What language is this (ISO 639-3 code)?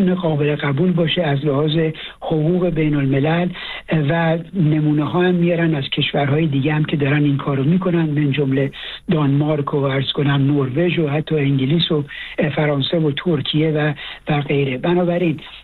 fas